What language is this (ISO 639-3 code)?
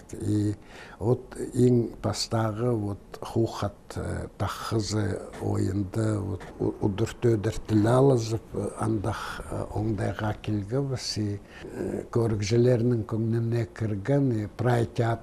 kjh